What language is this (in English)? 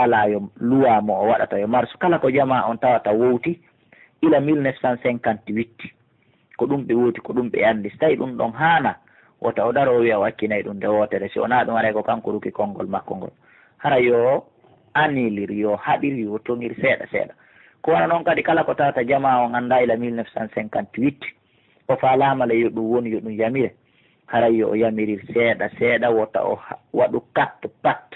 Pular